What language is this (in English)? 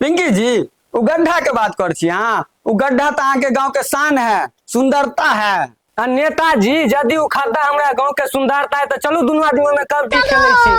Maithili